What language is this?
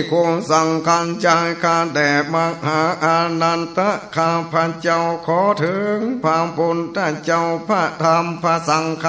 Northern Thai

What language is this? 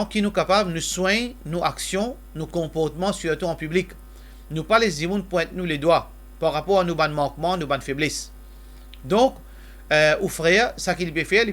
Morisyen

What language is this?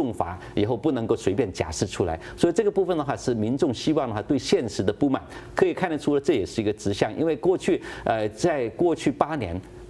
Chinese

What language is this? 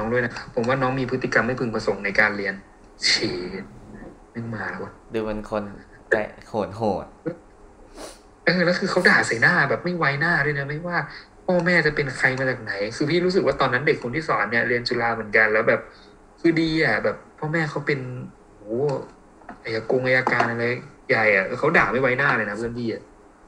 Thai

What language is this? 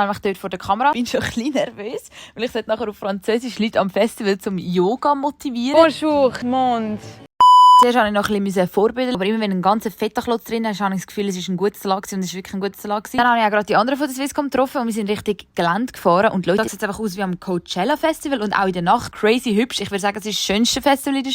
Swiss German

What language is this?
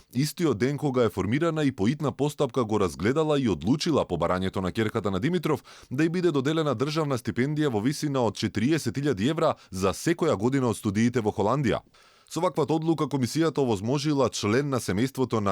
Macedonian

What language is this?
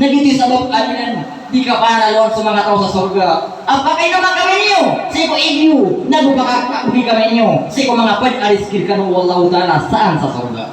Maranao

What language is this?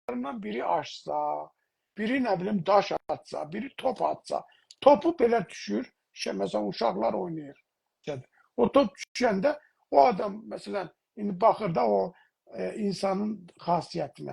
South Azerbaijani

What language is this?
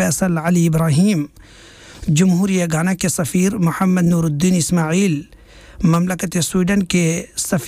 Urdu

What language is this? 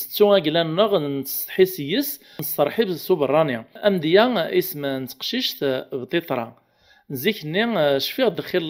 Kabyle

